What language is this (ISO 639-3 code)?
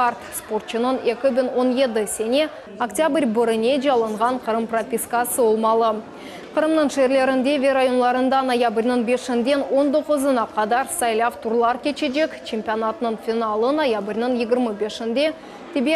crh